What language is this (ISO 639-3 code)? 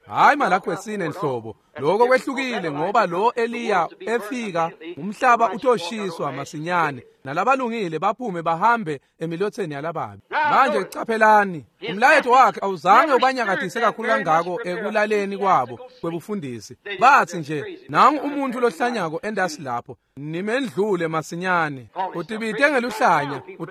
ssw